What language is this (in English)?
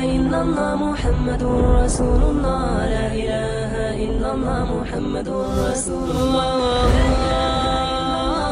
Tausug